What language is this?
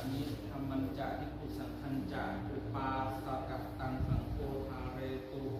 Pali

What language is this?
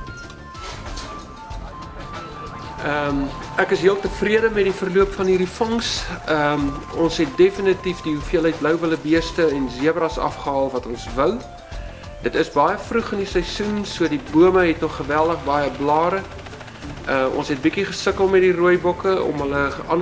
Afrikaans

